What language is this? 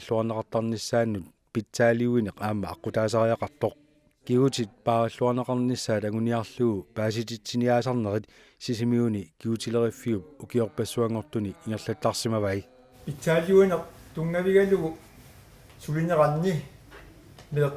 Kalaallisut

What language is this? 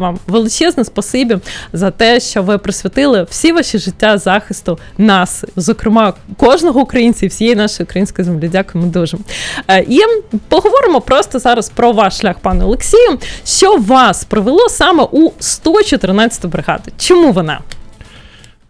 Ukrainian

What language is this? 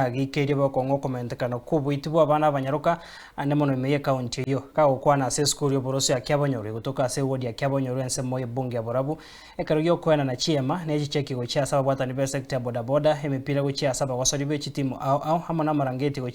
Gusii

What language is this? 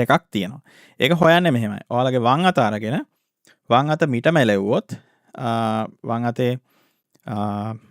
Sinhala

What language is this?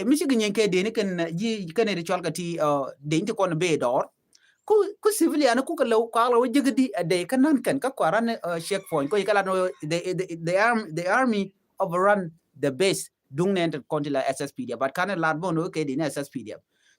Nuer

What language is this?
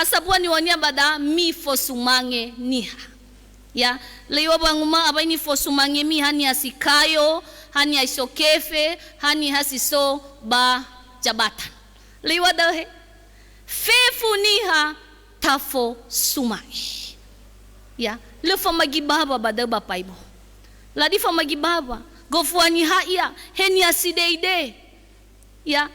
Nias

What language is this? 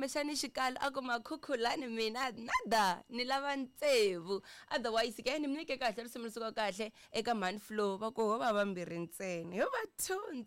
Tsonga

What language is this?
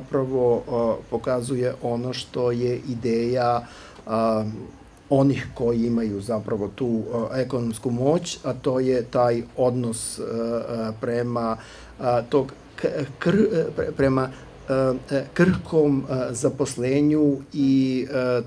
Serbian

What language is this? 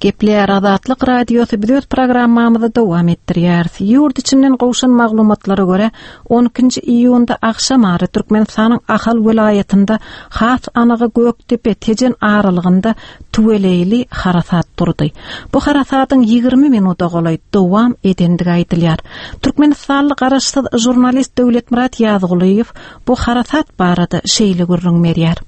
Turkmen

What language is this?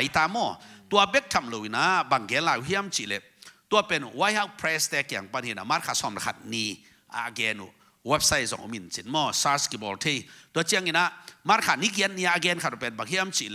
Tedim Chin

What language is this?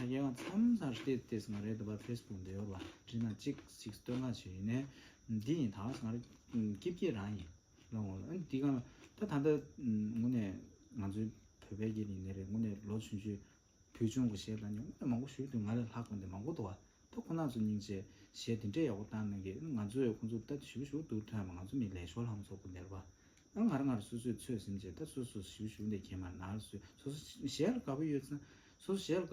Tibetan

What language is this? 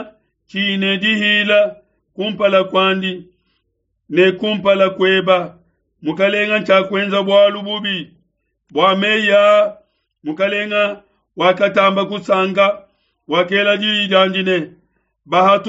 Luba-Lulua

